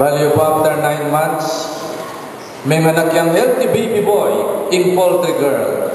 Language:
Pampanga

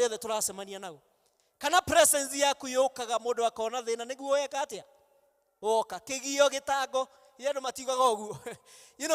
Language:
Kikuyu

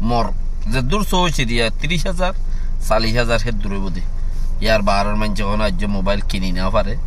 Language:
Rohingya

